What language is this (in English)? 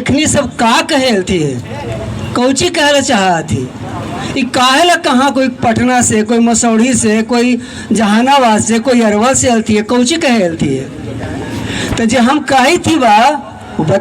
Magahi